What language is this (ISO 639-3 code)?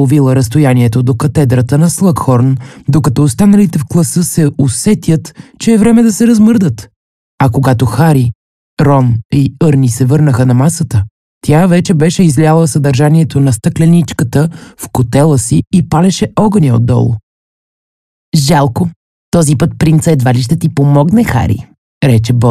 bul